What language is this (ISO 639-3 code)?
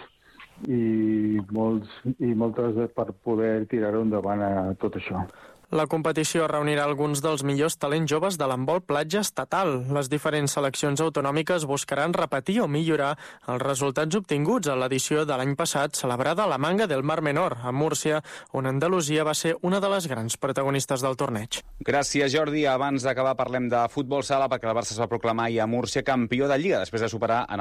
cat